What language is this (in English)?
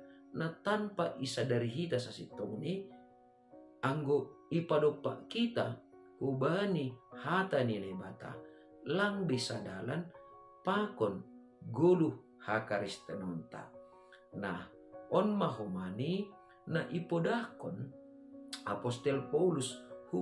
Batak Simalungun